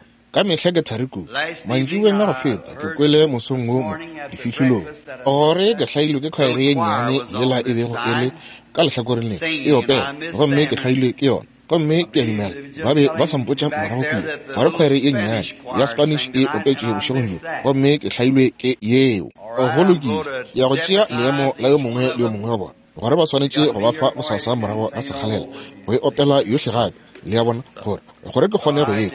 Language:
Northern Sotho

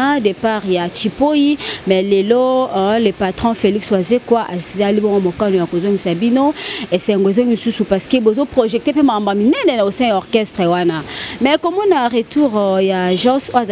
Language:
Lingala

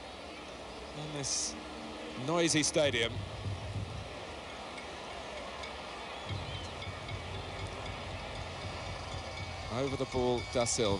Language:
English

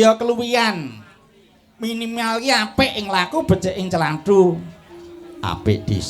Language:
Javanese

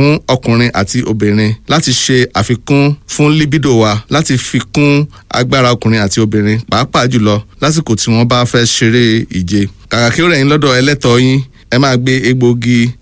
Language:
Yoruba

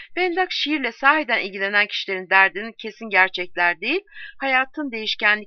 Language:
Turkish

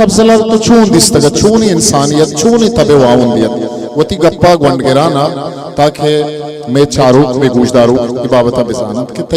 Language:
Eastern Balochi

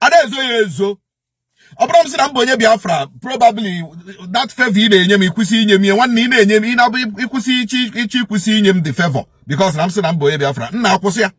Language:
Igbo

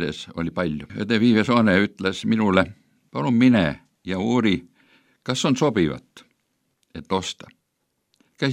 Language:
Estonian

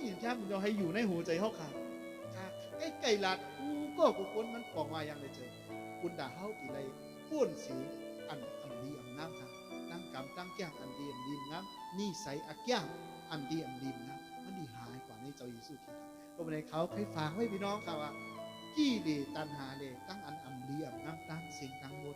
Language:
Shan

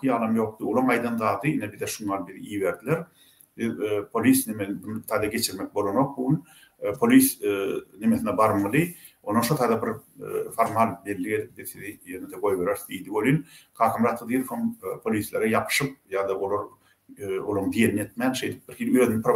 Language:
Turkmen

